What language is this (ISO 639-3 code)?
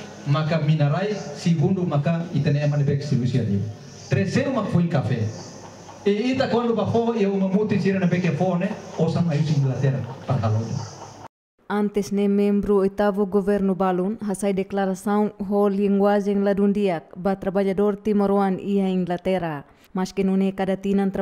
tet